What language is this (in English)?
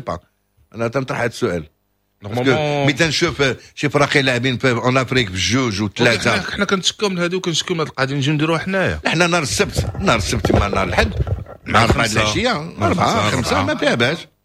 Moroccan Arabic